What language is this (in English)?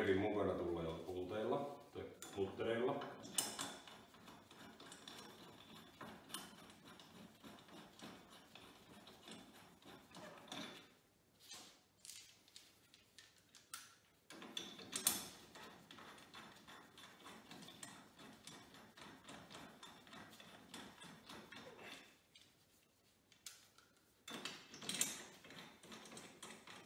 Finnish